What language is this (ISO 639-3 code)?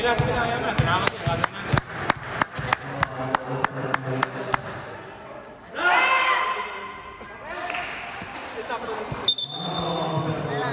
fil